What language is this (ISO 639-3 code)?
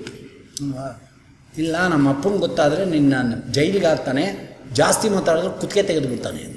kan